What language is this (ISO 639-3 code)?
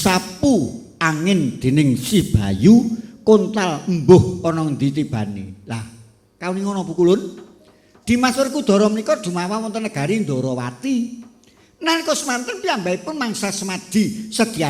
jav